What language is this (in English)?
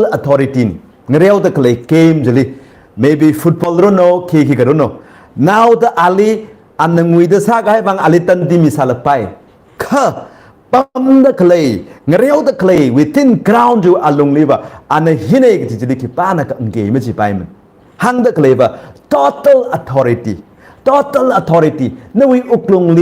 Tangkhul Naga (India)